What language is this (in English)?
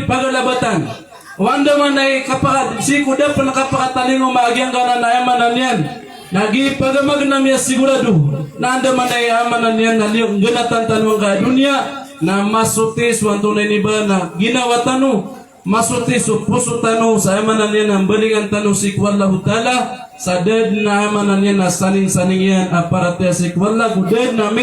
Maranao